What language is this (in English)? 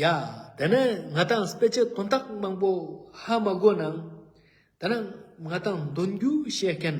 Ladakhi